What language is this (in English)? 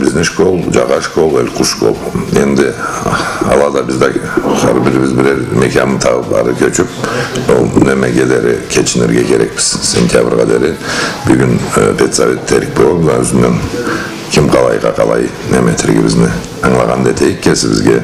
Karachay-Balkar